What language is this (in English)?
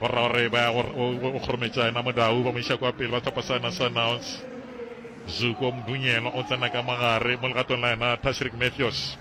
Northern Sotho